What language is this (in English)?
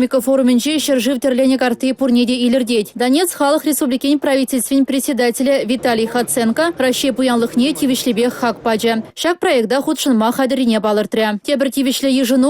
Chuvash